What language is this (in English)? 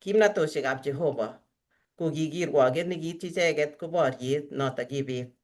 Kalenjin